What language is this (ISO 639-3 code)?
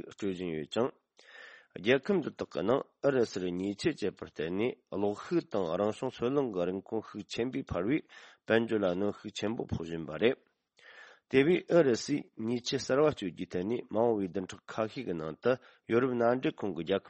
bod